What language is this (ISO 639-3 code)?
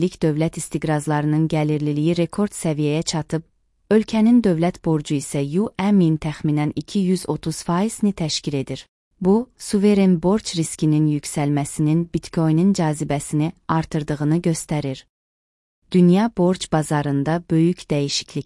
aze